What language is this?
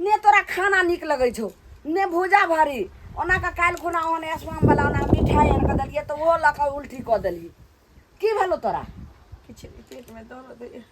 Maithili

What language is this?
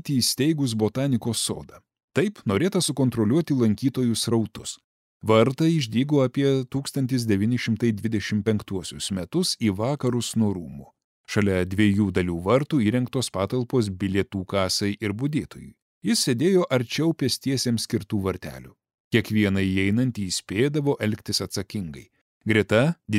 Lithuanian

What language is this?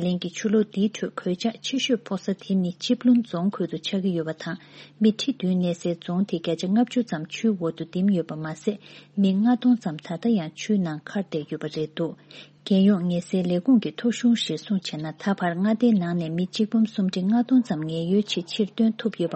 Tibetan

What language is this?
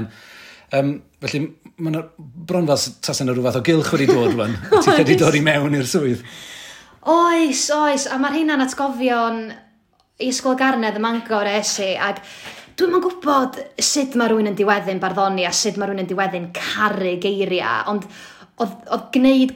Welsh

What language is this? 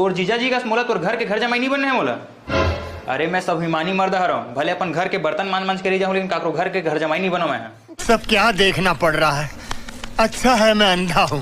Chhattisgarhi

